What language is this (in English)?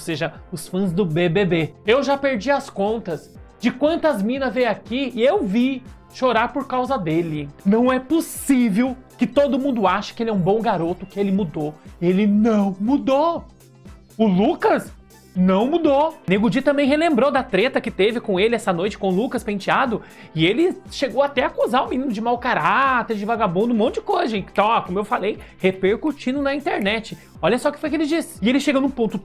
Portuguese